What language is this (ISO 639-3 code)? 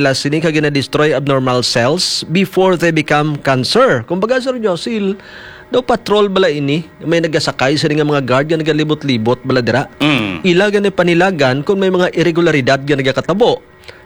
hil